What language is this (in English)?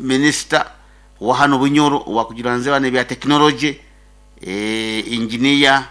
Nyankole